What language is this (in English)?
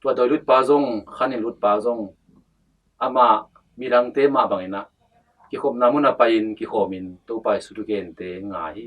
Tedim Chin